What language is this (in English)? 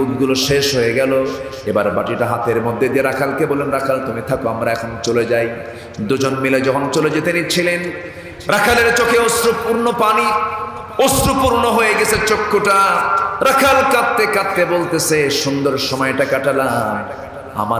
Bangla